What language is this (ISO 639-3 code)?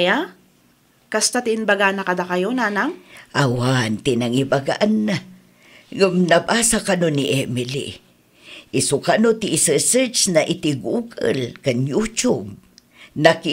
ilo